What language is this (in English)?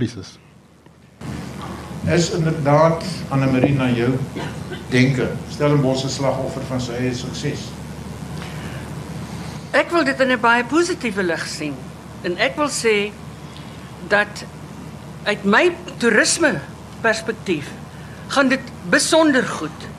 Afrikaans